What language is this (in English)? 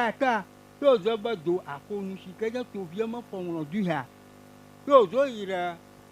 Ewe